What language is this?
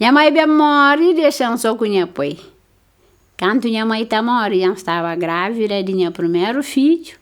Kabuverdianu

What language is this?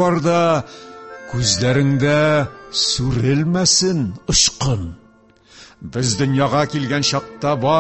Tatar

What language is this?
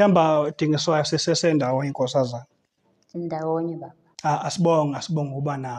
Zulu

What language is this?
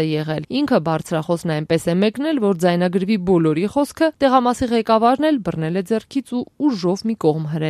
Armenian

